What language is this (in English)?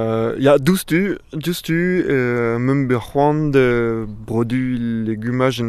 Breton